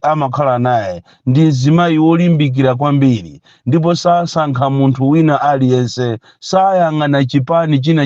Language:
Nyanja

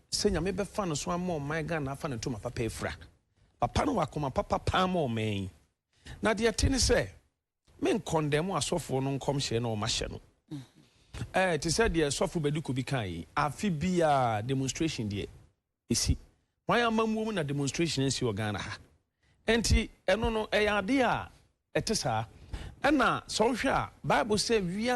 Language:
Akan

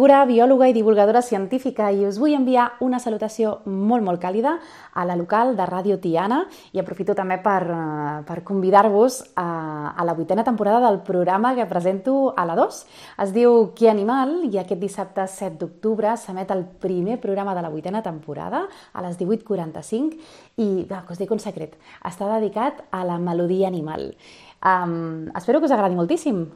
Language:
Catalan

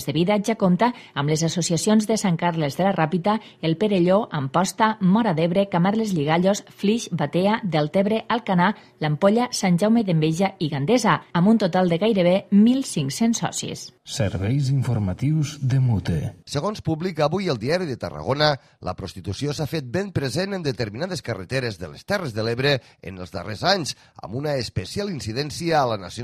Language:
Catalan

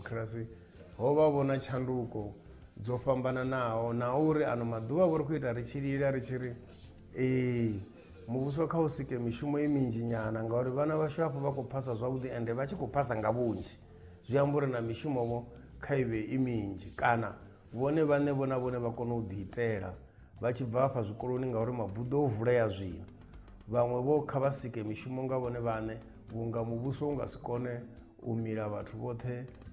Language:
Venda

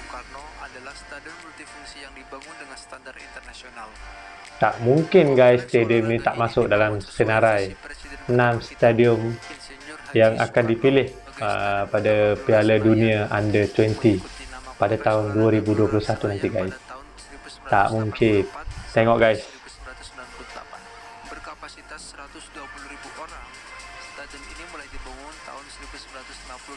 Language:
Malay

